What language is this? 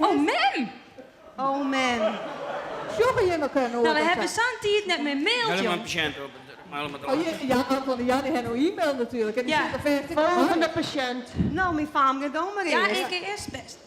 Western Frisian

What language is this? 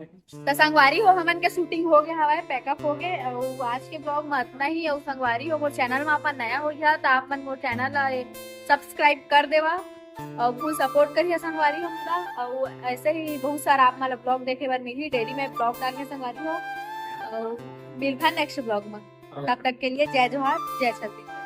Chhattisgarhi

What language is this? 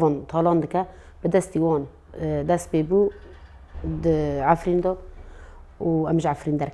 Kurdish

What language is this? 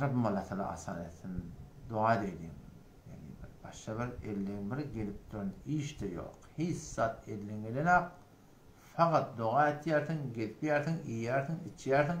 Turkmen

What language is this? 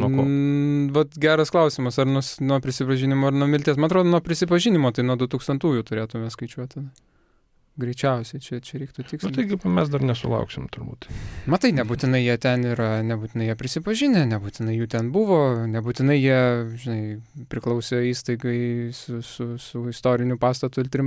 Lithuanian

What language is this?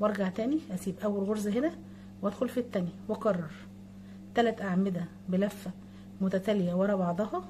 Egyptian Arabic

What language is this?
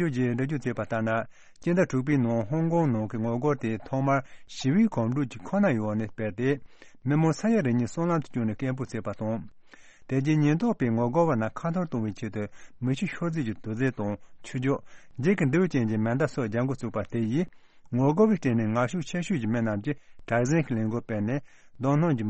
Tibetan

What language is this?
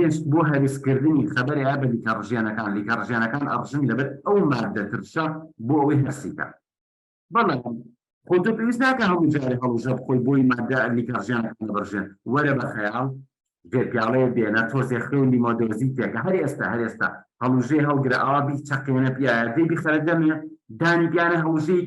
Central Kurdish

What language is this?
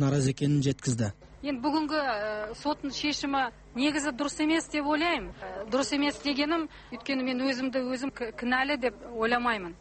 Kazakh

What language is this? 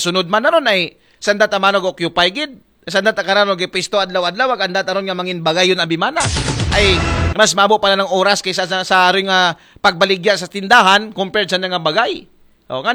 Aklanon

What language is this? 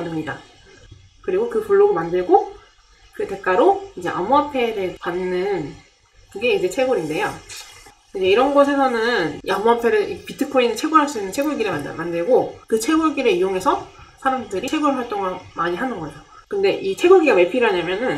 Korean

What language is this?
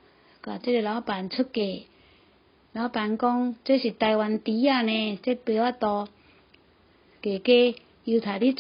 Min Nan Chinese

